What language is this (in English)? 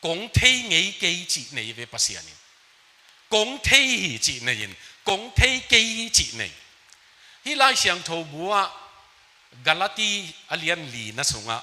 Tedim Chin